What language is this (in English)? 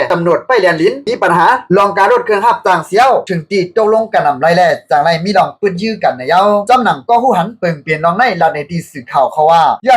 Shan